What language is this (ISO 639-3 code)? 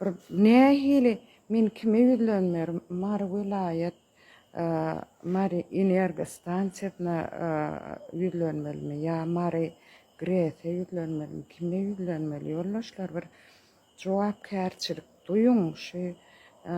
tuk